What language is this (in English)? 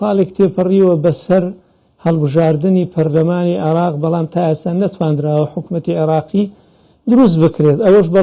Central Kurdish